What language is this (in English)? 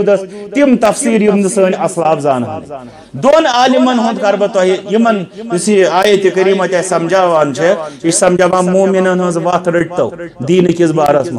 Kashmiri